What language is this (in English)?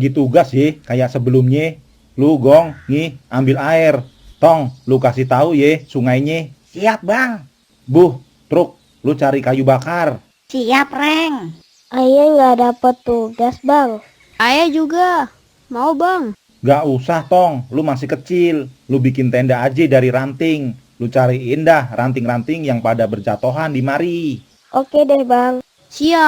Betawi